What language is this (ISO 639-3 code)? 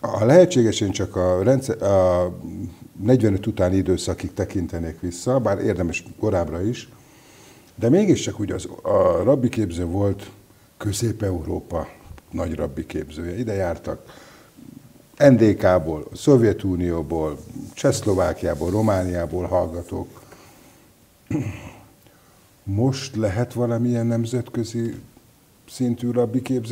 hun